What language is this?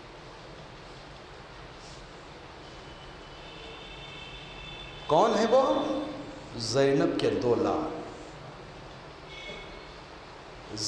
Urdu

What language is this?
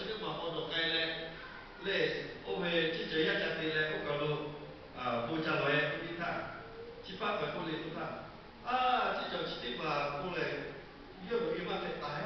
Lahu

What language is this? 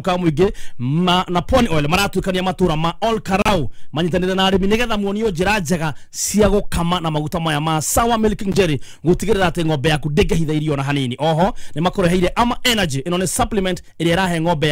Kikuyu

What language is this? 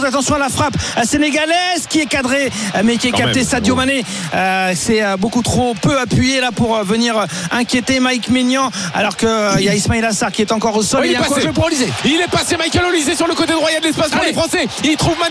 French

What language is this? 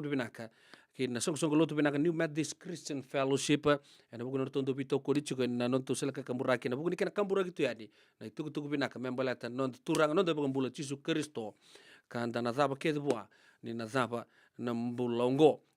Fijian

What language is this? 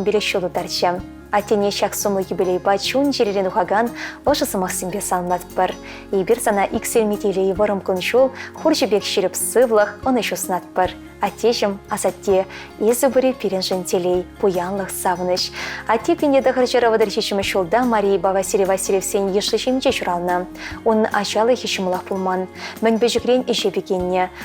Chuvash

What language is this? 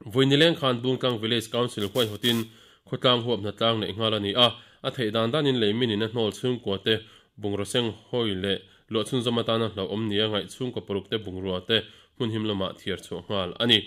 Mizo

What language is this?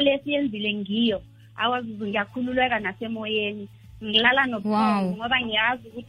South Ndebele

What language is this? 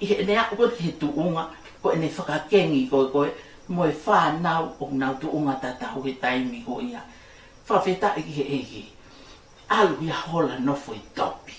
Tongan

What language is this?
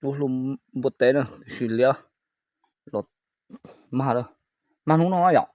Hmong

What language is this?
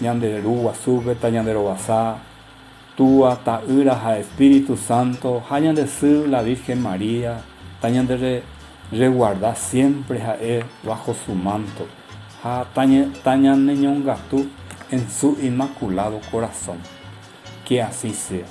Guarani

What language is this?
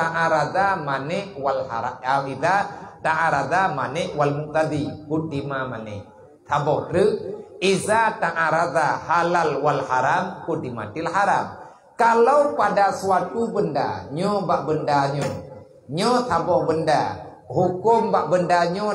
Achinese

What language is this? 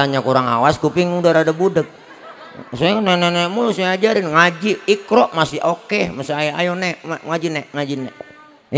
Betawi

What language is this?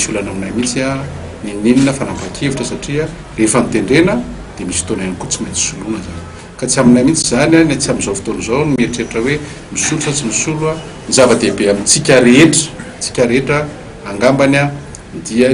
Malagasy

